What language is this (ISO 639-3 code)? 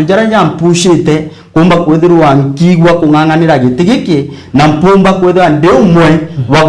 mer